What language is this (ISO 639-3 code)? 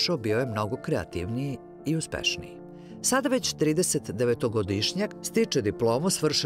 srp